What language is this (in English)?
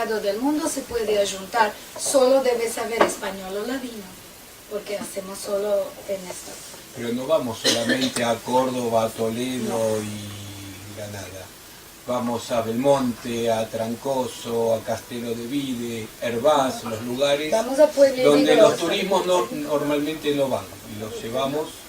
Ladino